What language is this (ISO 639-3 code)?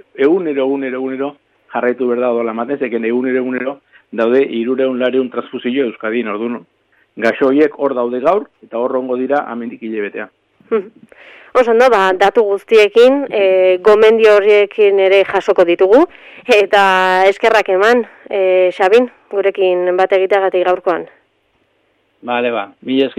eus